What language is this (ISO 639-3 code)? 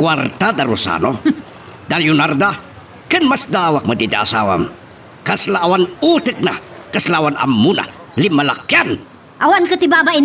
ilo